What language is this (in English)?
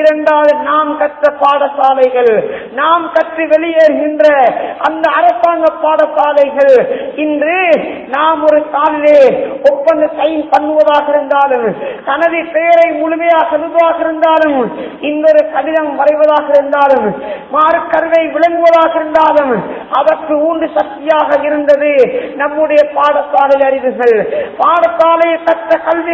Tamil